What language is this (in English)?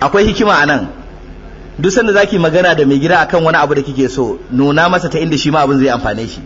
Hausa